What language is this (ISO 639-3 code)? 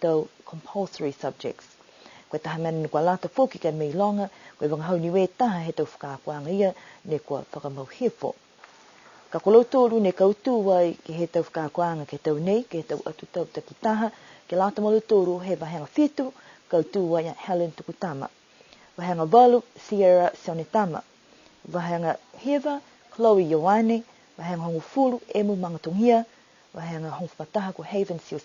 niu